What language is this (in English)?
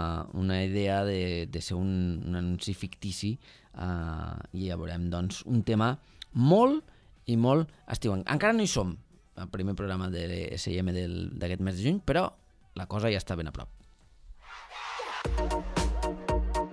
Catalan